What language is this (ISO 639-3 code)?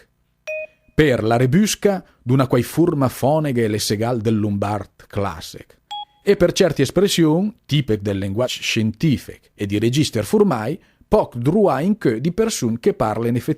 lmo